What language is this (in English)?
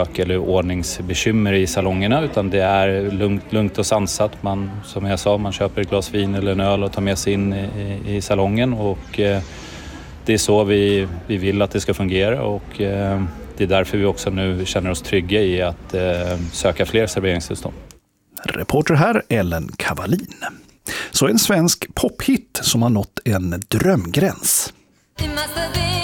Swedish